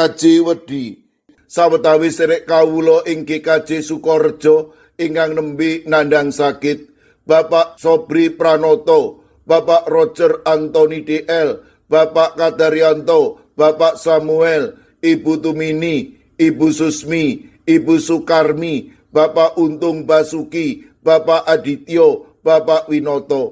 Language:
Javanese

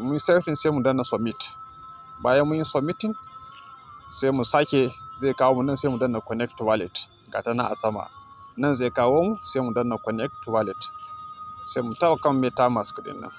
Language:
Hausa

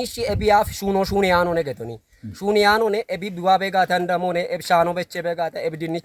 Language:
Kafa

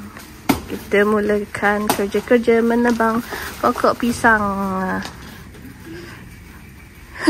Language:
Malay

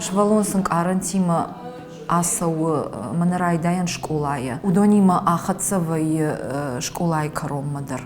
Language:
Ossetic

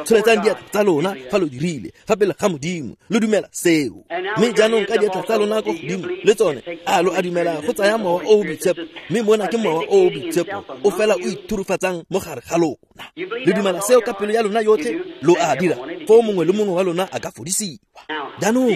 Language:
Tswana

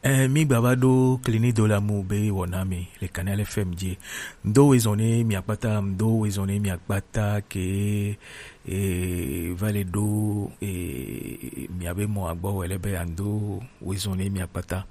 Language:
Gen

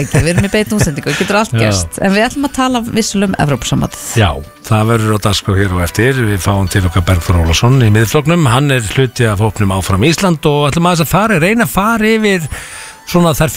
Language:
Icelandic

